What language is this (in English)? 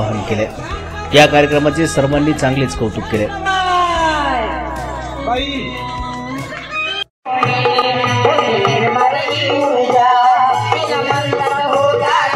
Marathi